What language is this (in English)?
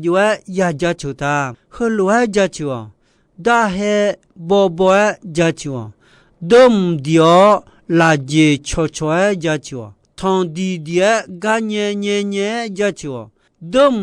Akha